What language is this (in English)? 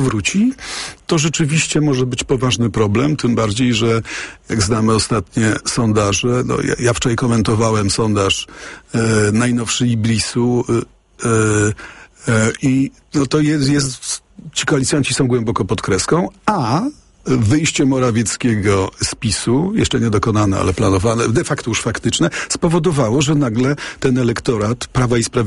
Polish